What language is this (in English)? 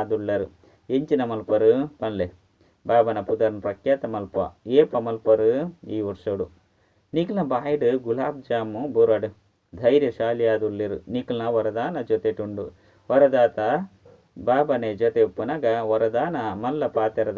Tulu